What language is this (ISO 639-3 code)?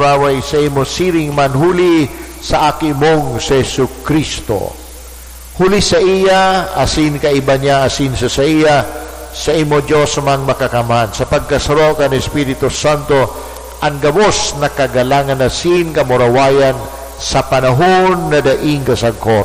bik